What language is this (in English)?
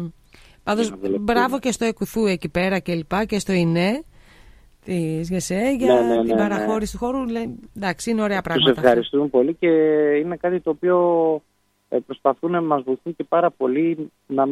Greek